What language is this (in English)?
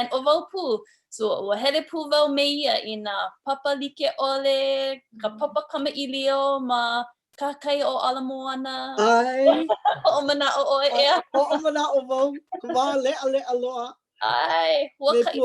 Hawaiian